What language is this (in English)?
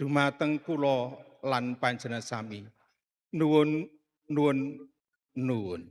Javanese